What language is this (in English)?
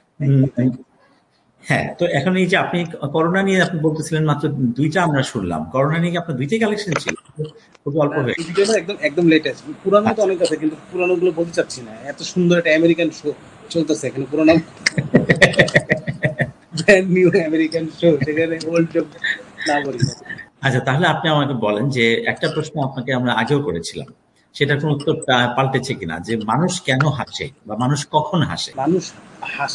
Bangla